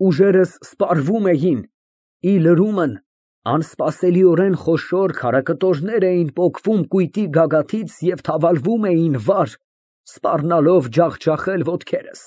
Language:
Armenian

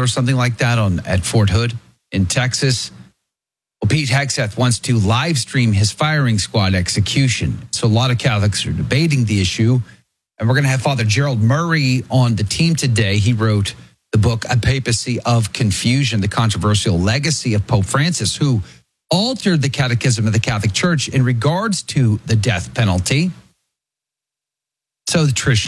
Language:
English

